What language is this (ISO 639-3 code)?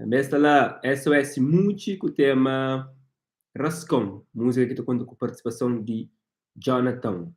kea